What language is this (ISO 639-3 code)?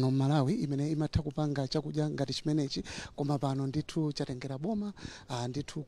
nya